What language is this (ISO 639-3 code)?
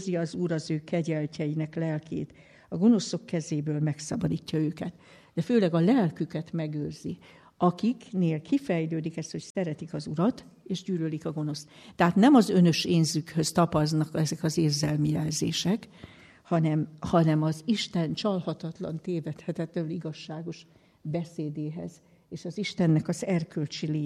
hun